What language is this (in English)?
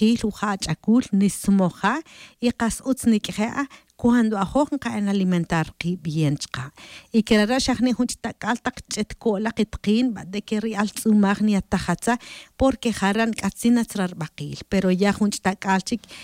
Tz'utujil